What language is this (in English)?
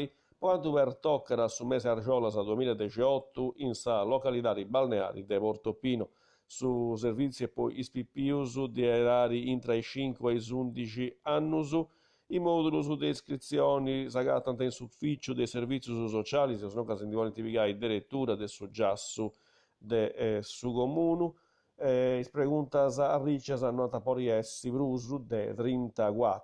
Sardinian